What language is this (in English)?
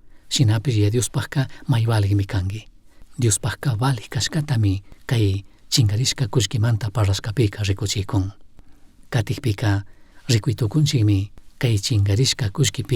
Chimborazo Highland Quichua